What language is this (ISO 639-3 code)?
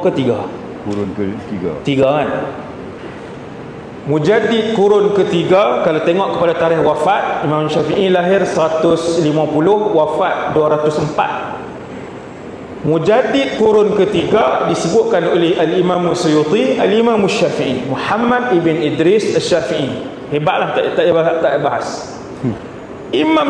msa